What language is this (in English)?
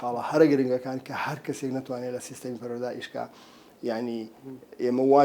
Central Kurdish